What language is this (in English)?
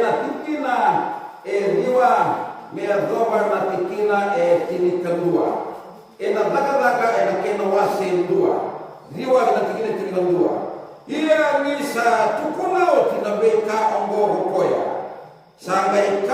Fijian